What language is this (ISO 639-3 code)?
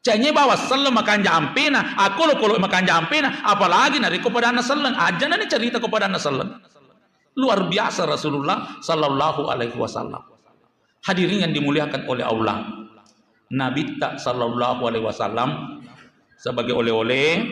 bug